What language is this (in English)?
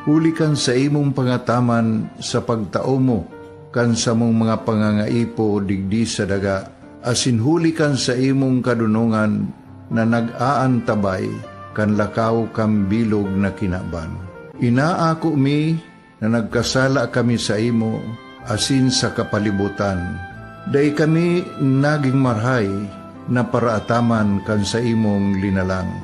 Bikol